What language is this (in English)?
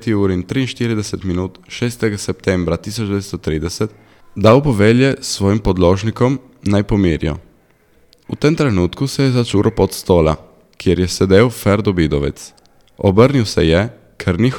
Slovenian